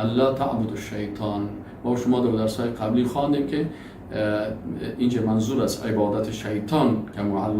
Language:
Persian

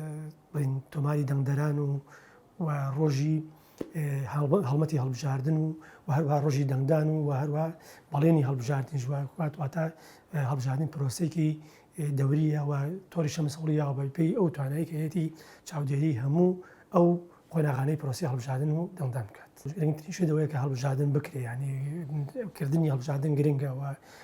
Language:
Central Kurdish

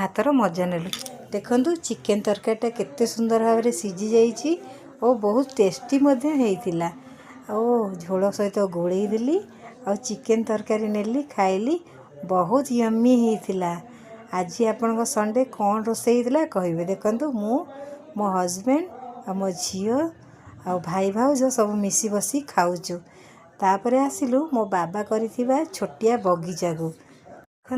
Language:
Odia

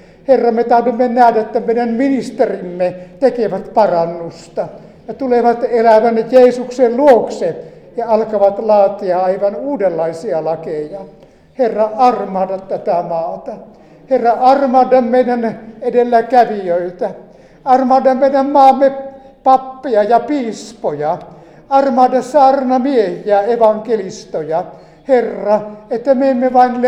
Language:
Finnish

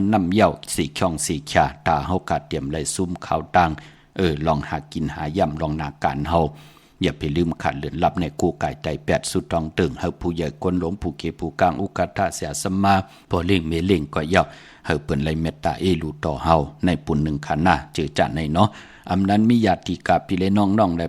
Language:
Shan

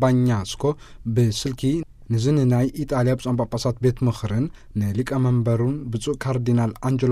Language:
Tigrinya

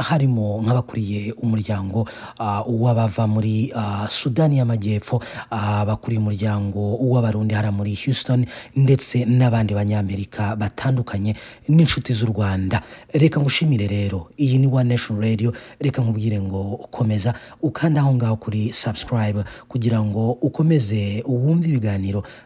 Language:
Kinyarwanda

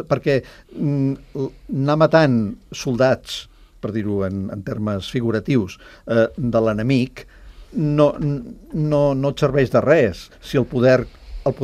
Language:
Catalan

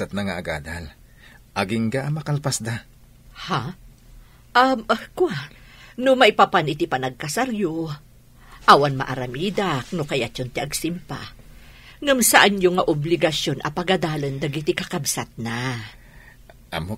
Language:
Iloko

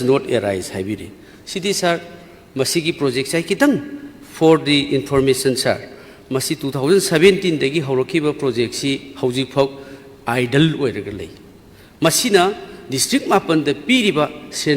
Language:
Manipuri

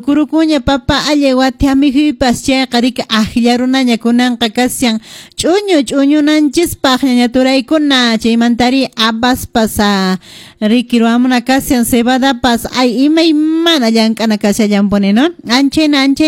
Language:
Quechua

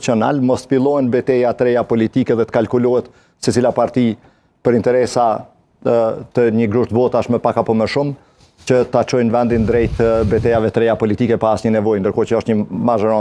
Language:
Albanian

